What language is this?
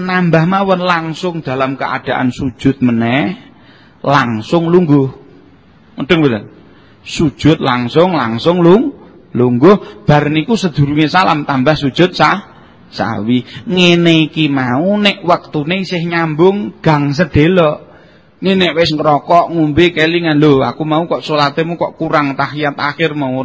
Javanese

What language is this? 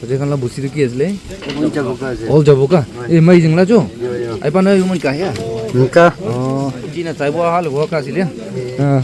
Naga Pidgin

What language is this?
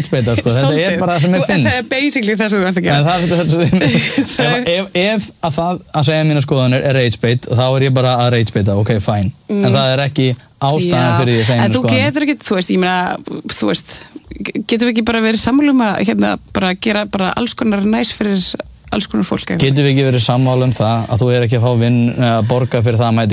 Icelandic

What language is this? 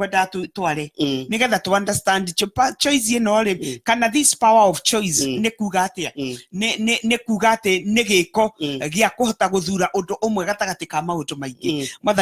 Kikuyu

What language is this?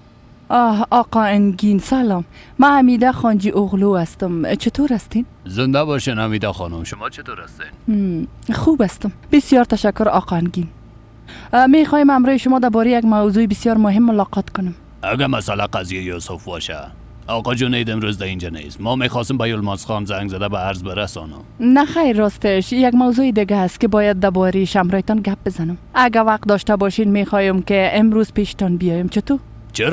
Persian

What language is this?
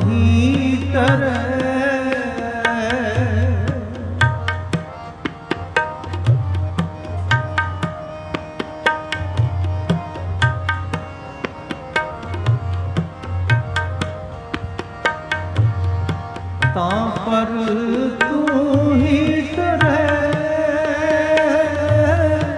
Punjabi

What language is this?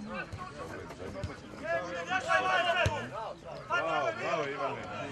Croatian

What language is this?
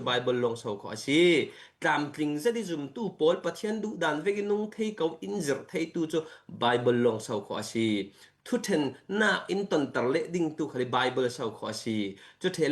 Falam Chin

